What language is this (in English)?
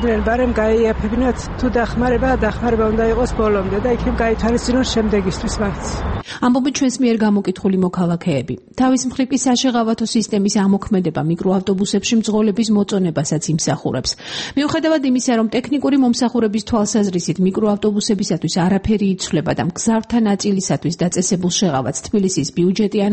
Georgian